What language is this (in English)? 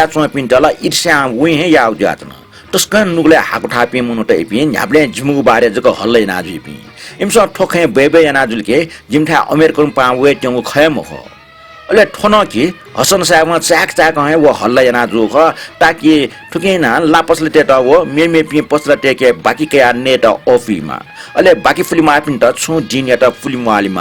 Newari